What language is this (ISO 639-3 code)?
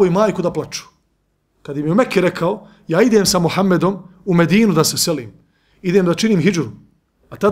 bos